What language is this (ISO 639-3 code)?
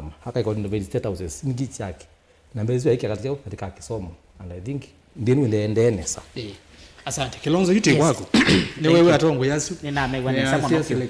kam